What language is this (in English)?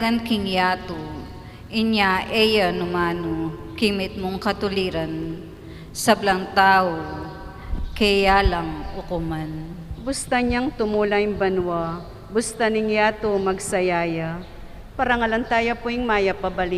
Pampanga